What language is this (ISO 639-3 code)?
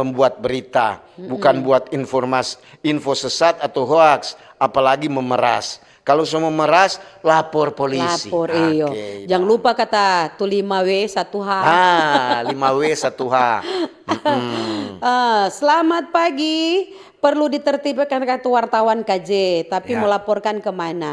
xmm